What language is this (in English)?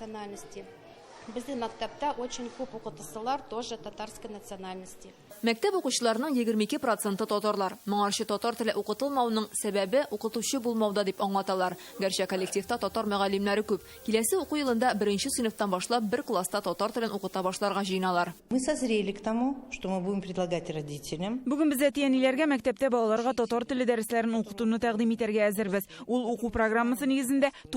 Tatar